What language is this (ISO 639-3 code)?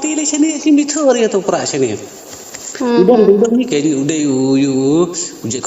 kha